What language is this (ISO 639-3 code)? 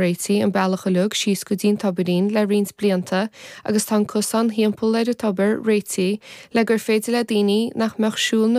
gle